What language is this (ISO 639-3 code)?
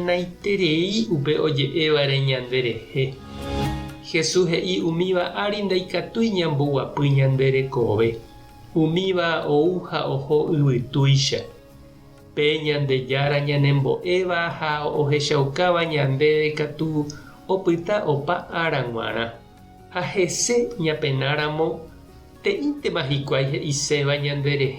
grn